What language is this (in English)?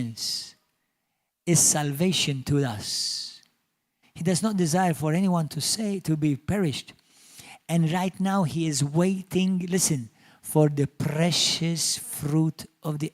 English